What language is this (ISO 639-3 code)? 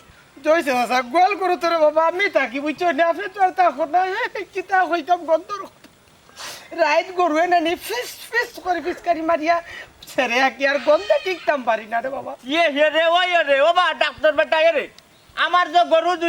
syl